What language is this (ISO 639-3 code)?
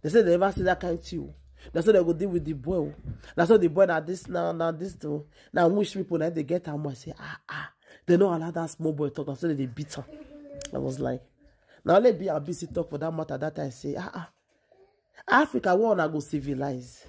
pcm